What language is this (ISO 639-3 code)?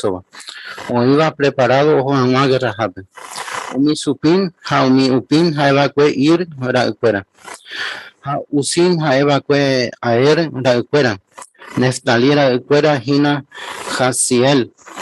grn